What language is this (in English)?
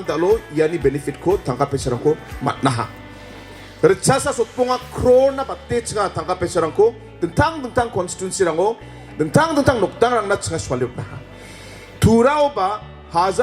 Garo